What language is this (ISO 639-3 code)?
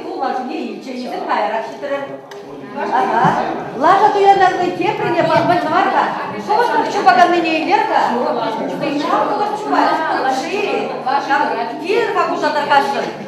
chv